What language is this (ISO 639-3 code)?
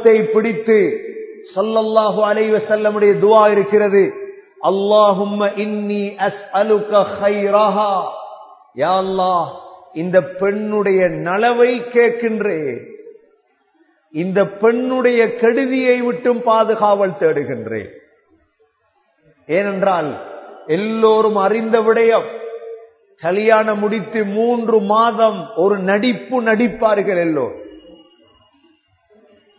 tam